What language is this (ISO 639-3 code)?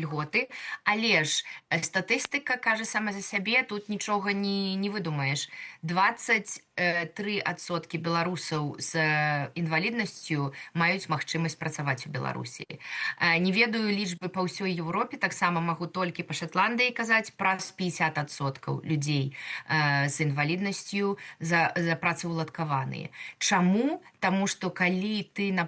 bel